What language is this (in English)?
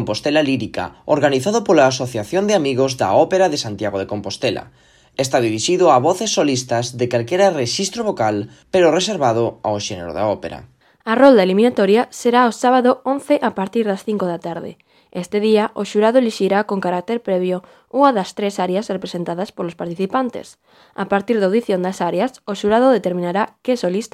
Galician